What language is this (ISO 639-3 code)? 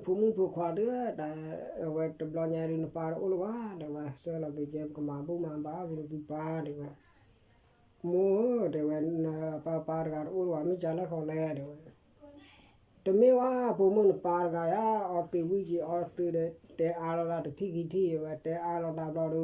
ksw